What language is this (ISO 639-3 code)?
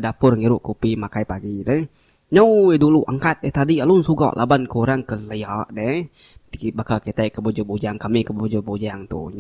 iba